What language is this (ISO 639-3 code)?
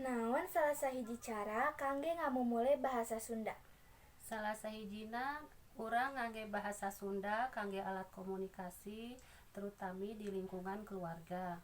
sun